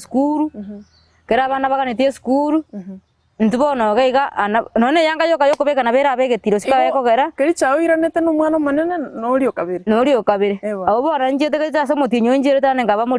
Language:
Gusii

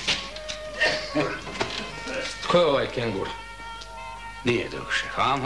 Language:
Croatian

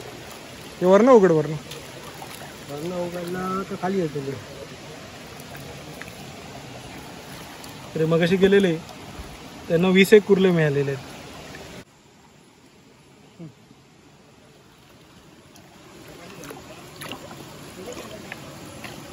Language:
Marathi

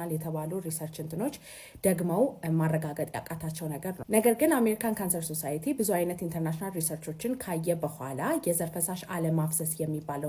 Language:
Amharic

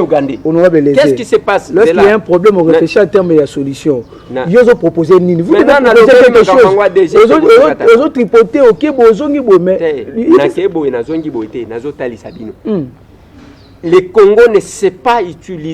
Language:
Lingala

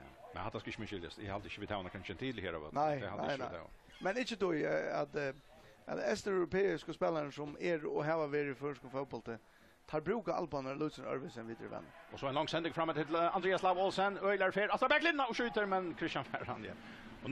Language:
Faroese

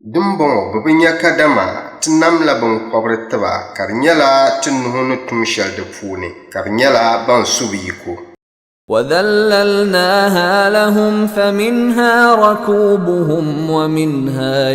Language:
Dagbani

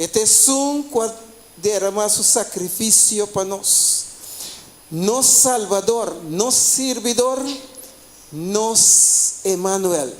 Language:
Papiamento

